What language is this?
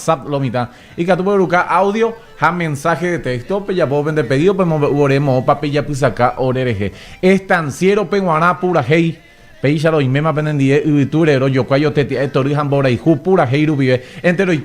Guarani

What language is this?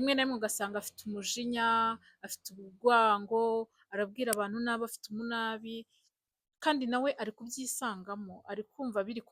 Kinyarwanda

